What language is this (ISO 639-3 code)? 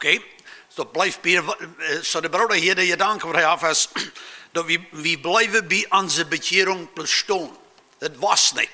pdt